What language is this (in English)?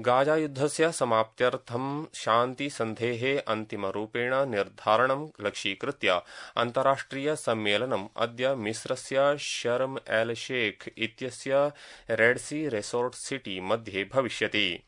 Sanskrit